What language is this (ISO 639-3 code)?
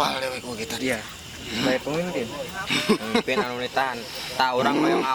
sun